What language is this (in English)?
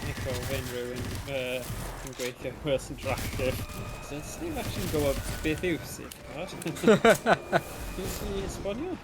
Welsh